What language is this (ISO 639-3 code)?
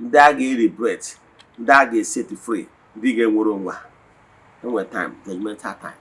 ibo